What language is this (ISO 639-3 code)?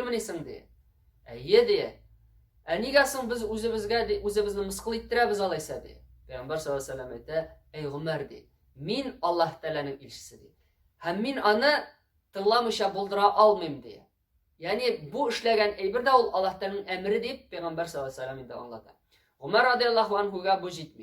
tat